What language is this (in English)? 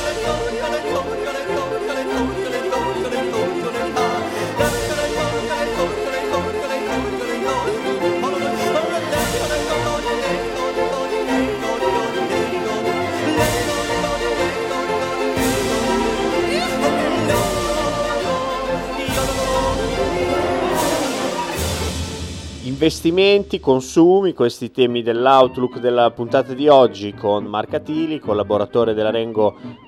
Italian